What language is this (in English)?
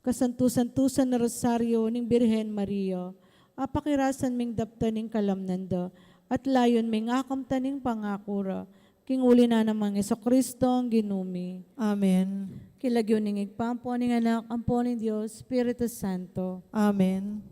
Pampanga